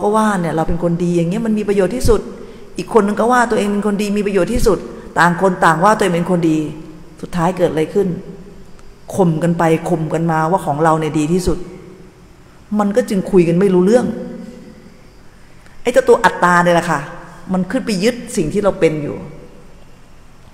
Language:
Thai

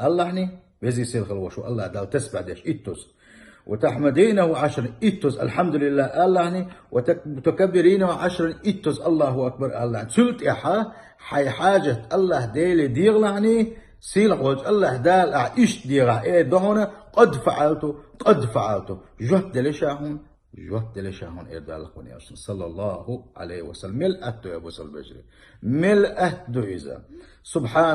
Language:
Chechen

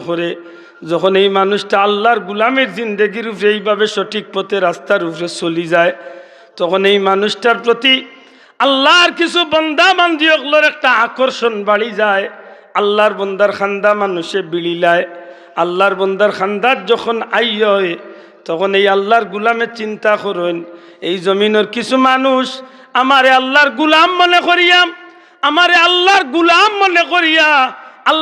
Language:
Sylheti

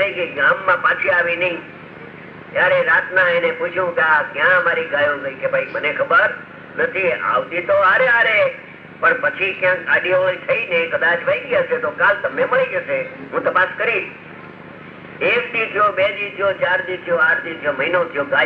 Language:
Gujarati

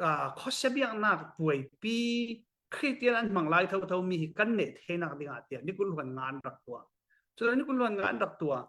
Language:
Falam Chin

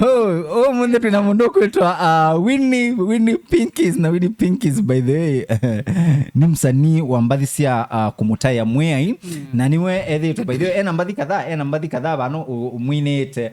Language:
Kamba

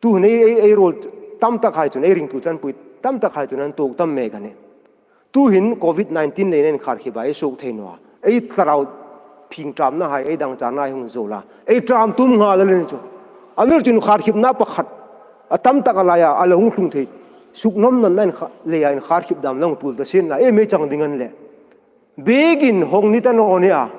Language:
Hmar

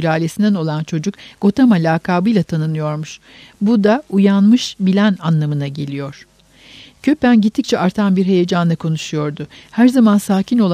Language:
Turkish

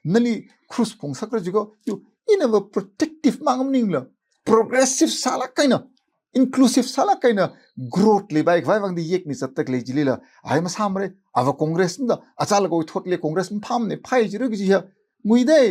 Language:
Tangkhul Naga (India)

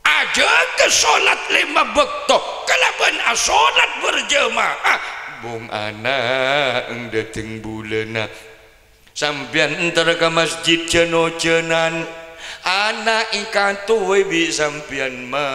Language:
Madurese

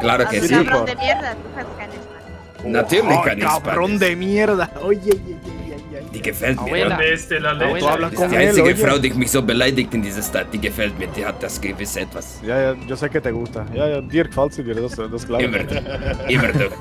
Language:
Swiss German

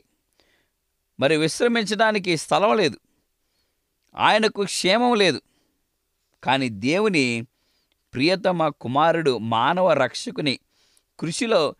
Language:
Telugu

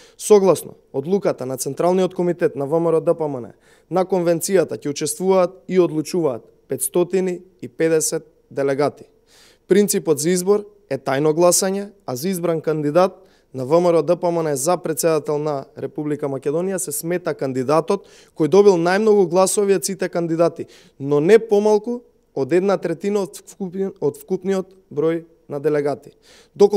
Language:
Macedonian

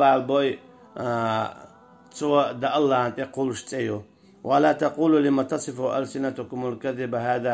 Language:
Chechen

